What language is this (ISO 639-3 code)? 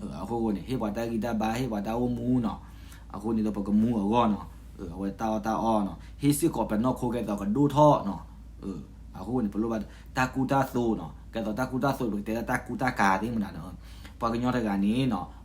ksw